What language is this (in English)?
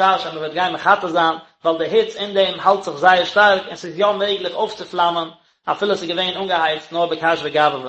Yiddish